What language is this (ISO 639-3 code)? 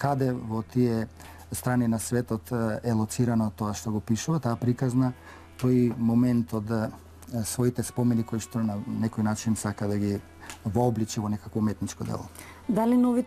mkd